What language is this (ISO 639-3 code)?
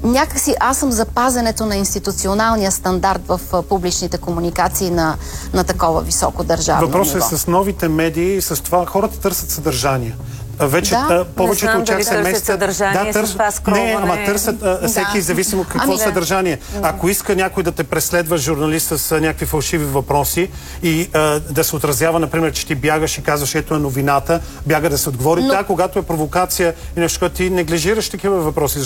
bul